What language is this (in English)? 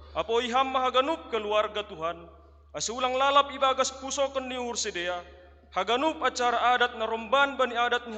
Batak Simalungun